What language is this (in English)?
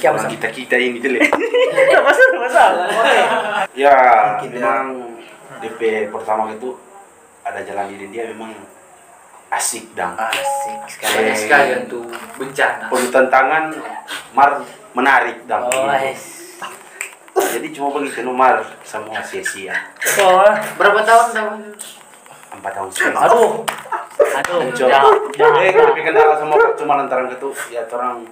Manado Malay